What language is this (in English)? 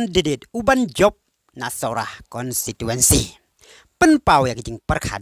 Khasi